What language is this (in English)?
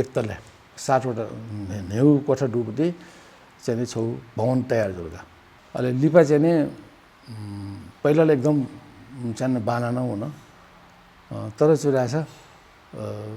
Newari